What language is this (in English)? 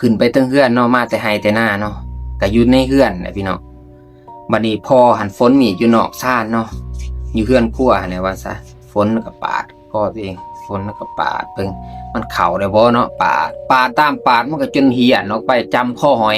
Lao